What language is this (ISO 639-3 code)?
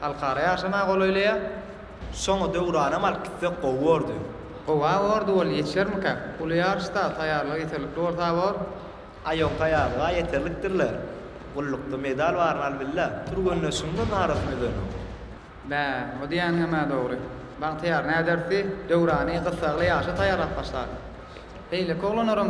tuk